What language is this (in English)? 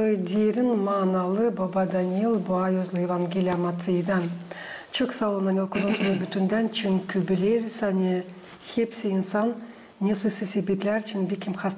Gagauz